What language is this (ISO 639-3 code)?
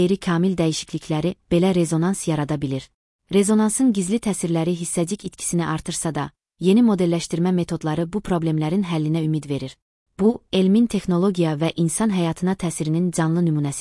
aze